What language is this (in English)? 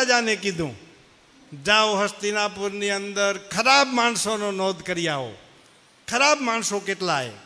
Gujarati